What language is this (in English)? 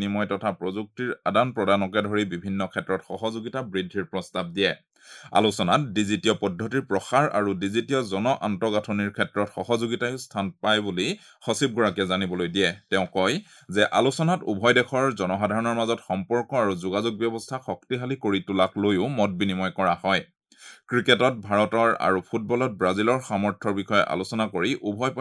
Assamese